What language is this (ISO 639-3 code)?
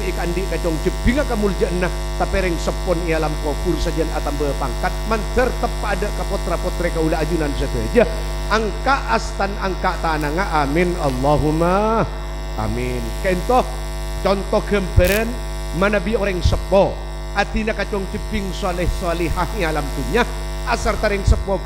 mad